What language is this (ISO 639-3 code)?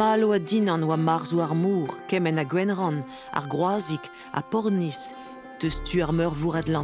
bre